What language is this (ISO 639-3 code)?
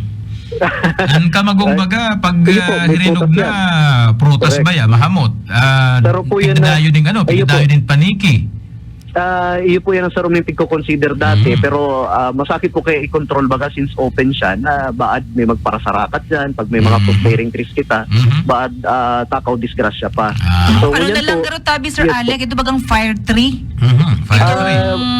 bik